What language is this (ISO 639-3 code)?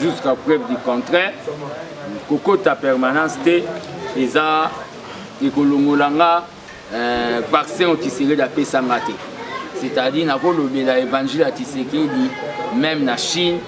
lin